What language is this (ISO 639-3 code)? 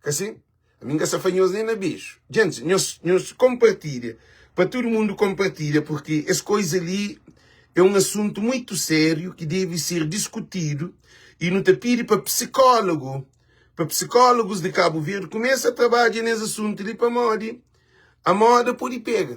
kea